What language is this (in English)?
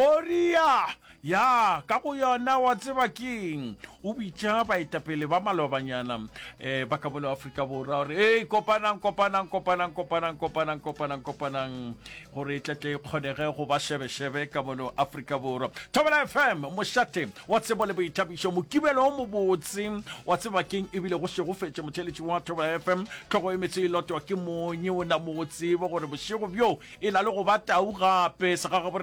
Northern Sotho